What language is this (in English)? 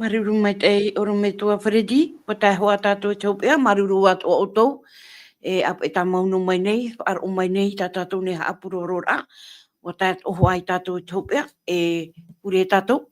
Tahitian